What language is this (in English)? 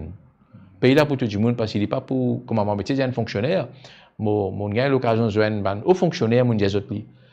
Morisyen